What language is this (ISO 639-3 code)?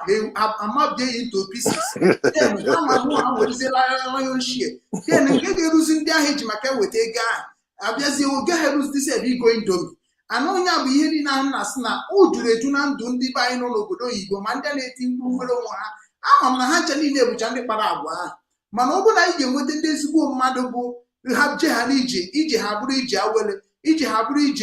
ibo